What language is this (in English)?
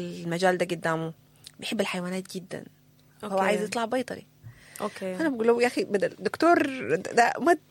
Sudanese Arabic